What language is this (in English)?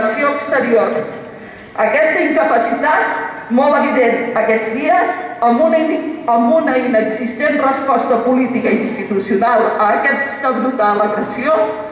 Catalan